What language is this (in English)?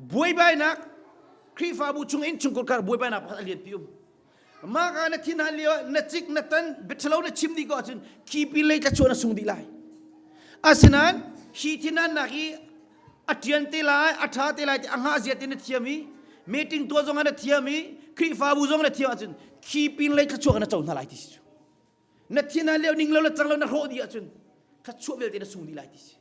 Hakha Chin